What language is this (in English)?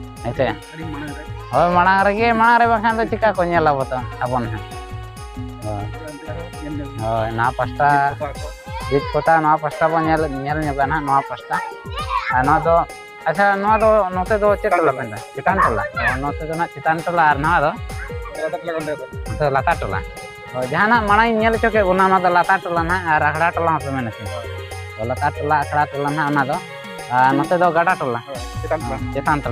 Santali